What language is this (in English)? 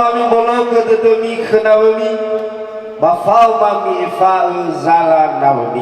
Nias